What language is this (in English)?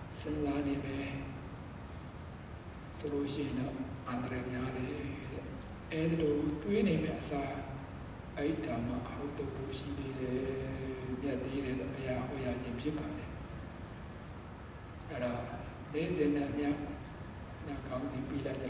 Burmese